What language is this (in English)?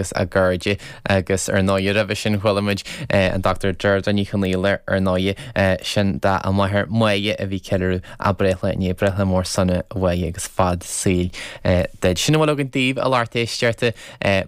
Irish